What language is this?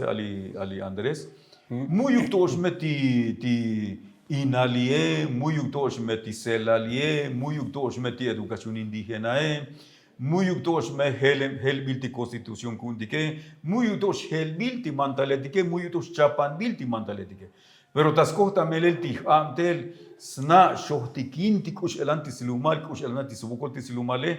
Tzotzil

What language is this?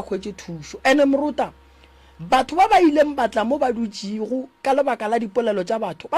Northern Sotho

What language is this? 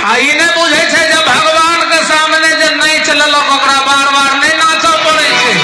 Maithili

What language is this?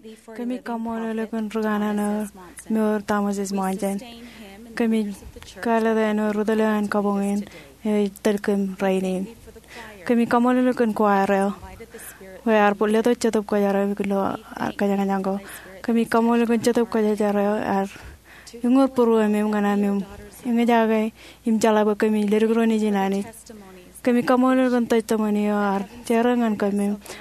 Marshallese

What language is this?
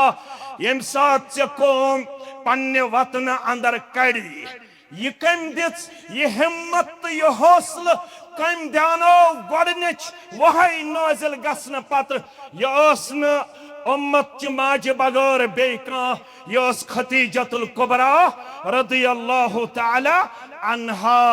Kashmiri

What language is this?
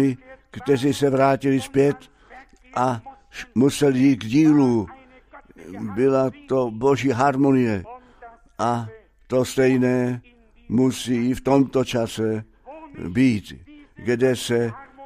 Czech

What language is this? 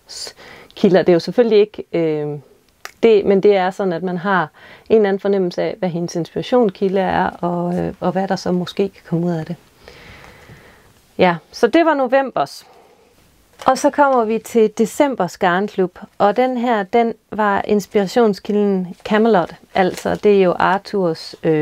Danish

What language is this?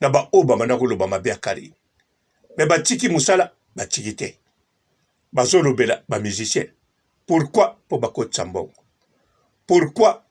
Lingala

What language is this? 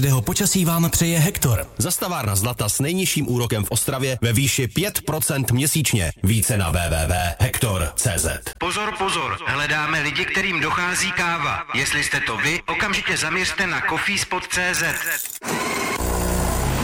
Czech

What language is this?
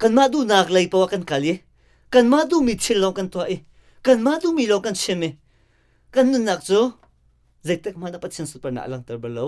Hakha Chin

